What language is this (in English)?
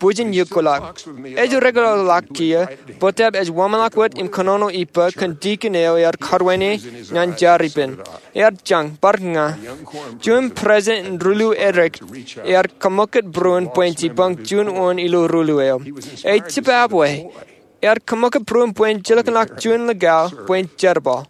Marshallese